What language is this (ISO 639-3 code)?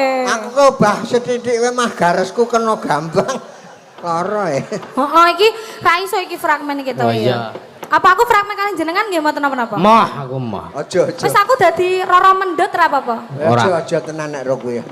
jav